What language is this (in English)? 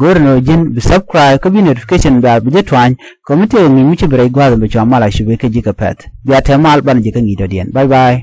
Nuer